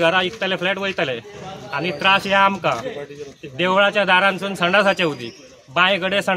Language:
Konkani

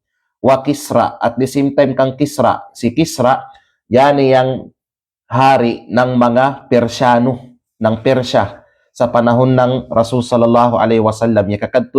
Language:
Kalagan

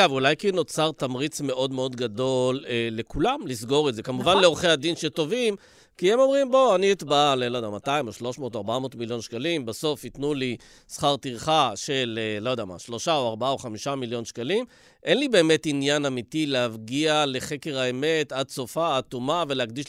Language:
Hebrew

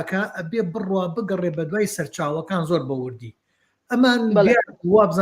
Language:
Central Kurdish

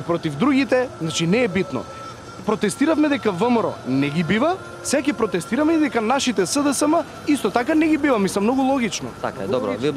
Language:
Macedonian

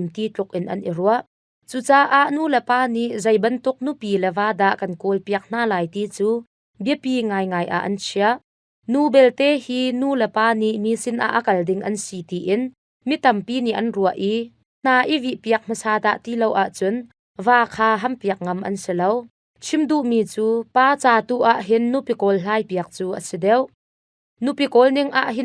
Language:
Hakha Chin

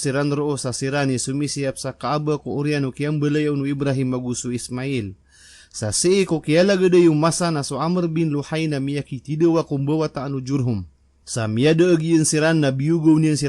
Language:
Maranao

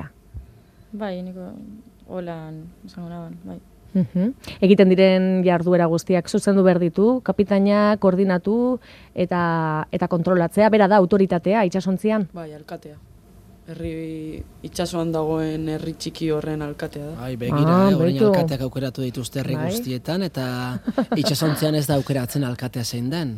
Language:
Basque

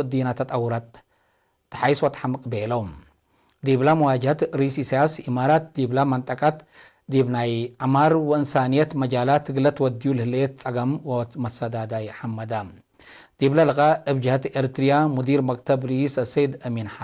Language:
Tigre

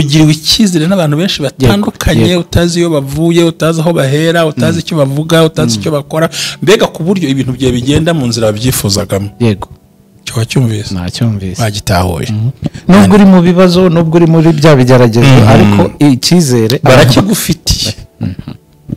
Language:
Kinyarwanda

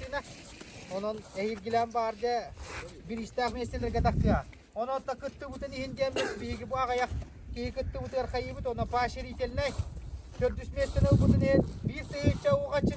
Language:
Yakut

